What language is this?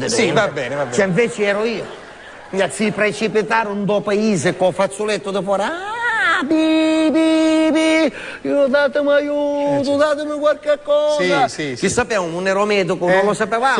Sicilian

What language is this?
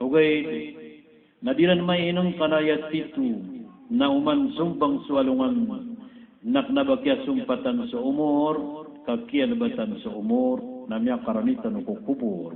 Maranao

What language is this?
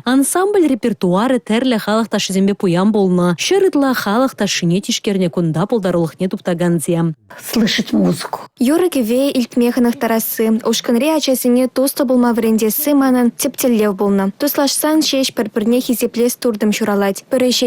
Chuvash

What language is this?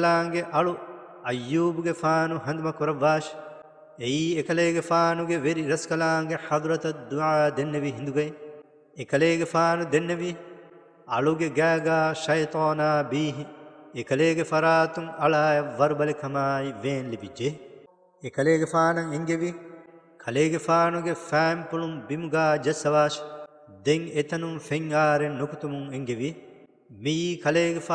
Divehi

